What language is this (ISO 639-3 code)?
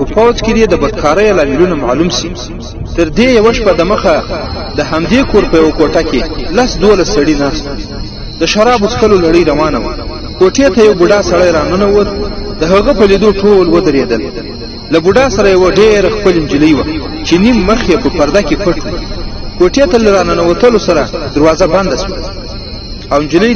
pus